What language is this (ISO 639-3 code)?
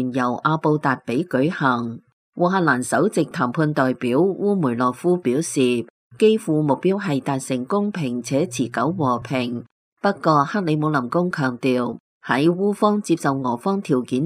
yue